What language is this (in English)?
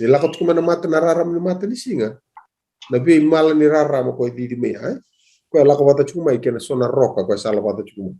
Fijian